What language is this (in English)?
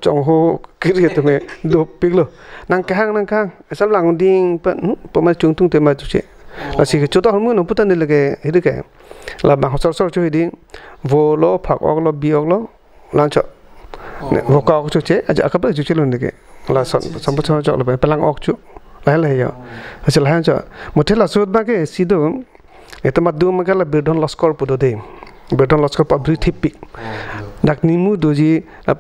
Karbi